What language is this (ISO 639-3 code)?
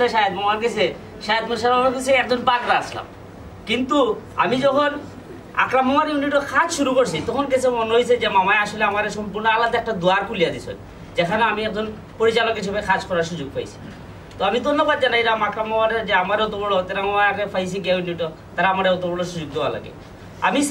syl